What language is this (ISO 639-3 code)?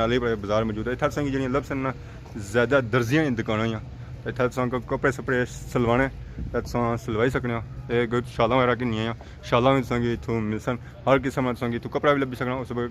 phr